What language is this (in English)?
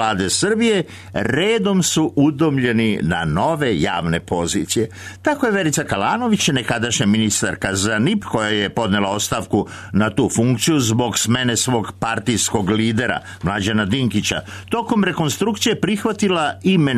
Serbian